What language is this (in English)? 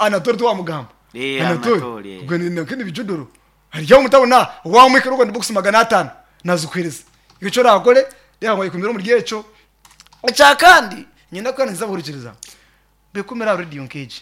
Nyankole